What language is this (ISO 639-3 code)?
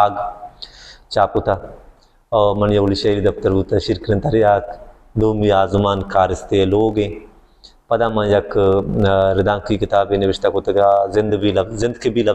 bal